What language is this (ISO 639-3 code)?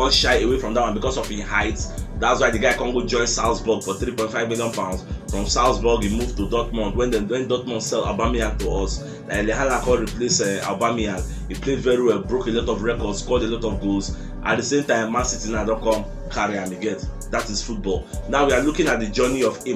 pcm